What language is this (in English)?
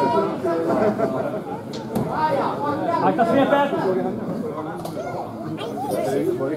Swedish